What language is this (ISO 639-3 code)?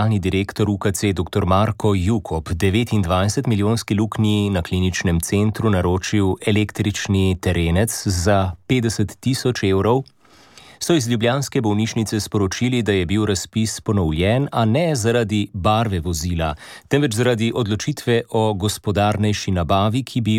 slv